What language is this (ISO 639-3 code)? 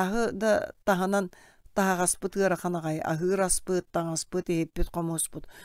sah